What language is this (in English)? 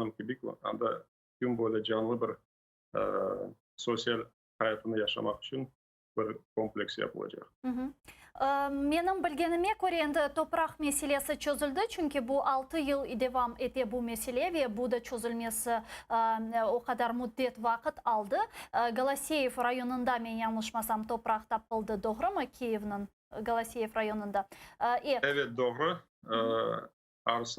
Crimean Tatar